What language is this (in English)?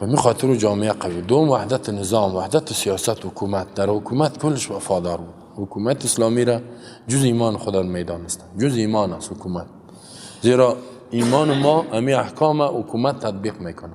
Persian